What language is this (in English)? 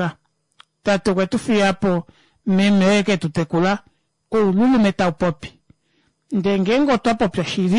Kuanyama